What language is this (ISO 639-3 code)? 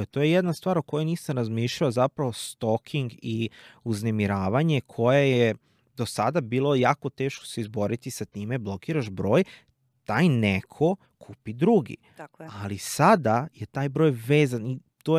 srp